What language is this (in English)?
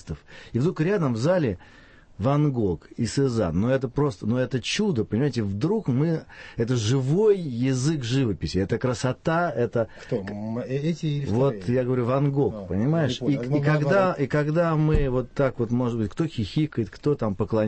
Russian